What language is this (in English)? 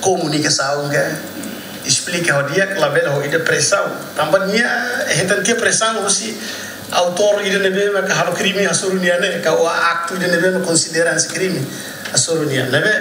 Tetum